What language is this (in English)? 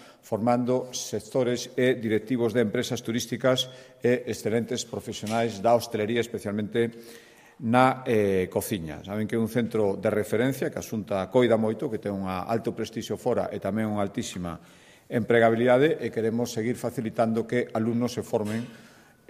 Galician